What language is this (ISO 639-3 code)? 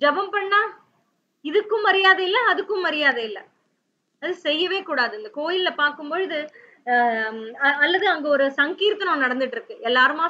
tam